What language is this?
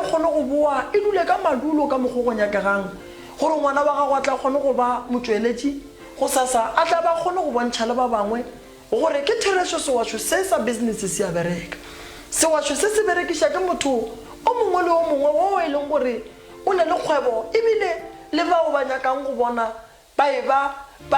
Northern Sotho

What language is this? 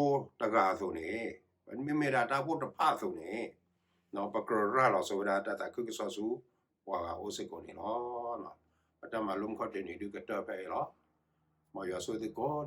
S'gaw Karen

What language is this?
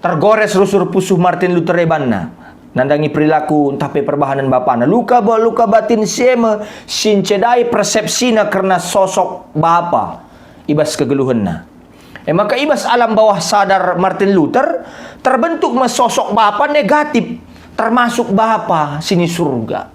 Batak Karo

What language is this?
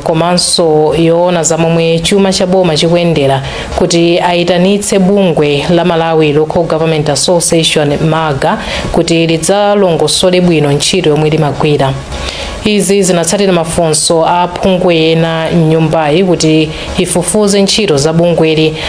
Nyanja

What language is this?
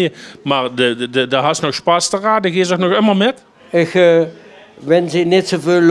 Limburgish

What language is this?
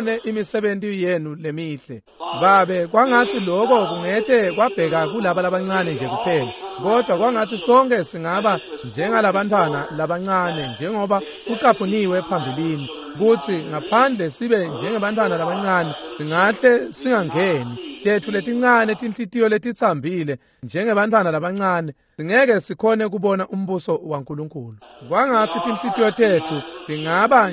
Swati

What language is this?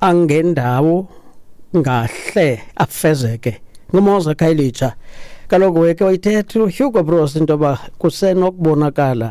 Xhosa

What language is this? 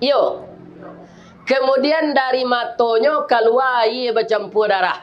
Minangkabau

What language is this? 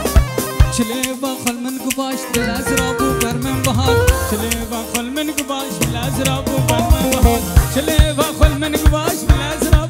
Kurdish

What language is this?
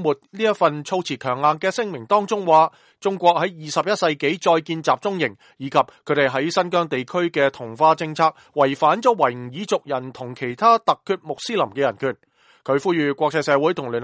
Cantonese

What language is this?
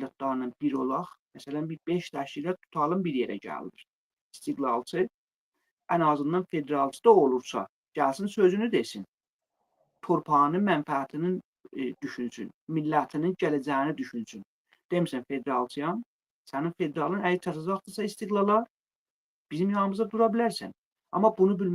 Azerbaijani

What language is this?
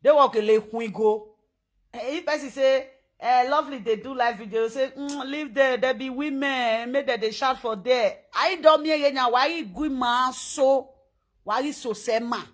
Nigerian Pidgin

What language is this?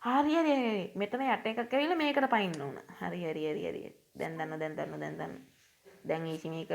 Sinhala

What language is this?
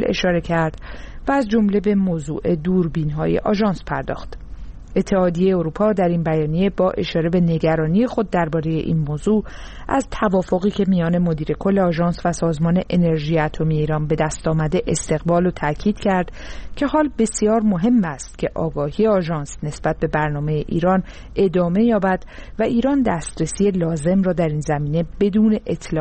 Persian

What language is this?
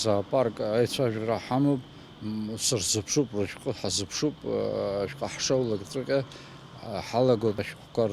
Abkhazian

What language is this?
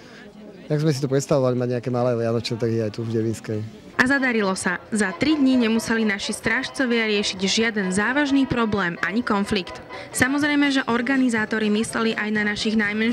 Slovak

